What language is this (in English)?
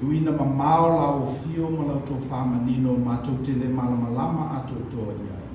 Samoan